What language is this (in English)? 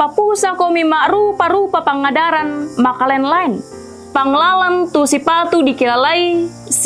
Toraja-Sa'dan